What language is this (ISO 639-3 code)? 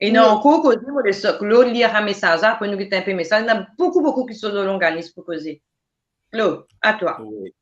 mfe